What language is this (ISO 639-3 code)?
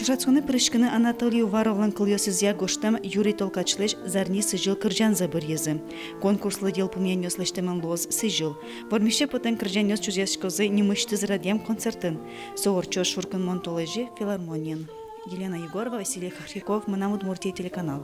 udm